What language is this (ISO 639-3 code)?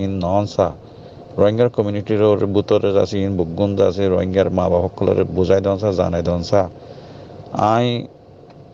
rhg